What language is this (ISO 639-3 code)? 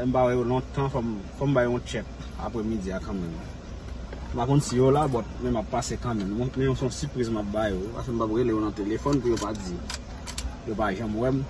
hat